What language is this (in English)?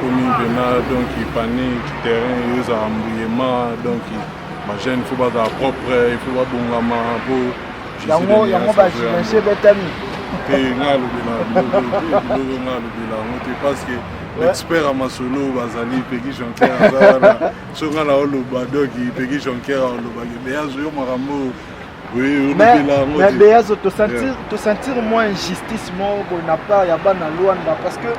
Lingala